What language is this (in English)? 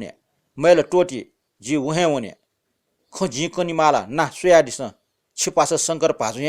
Newari